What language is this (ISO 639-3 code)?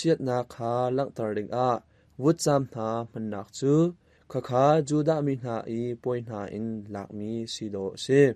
cnh